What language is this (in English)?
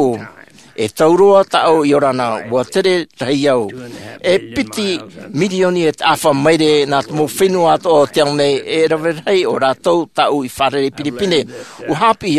Tahitian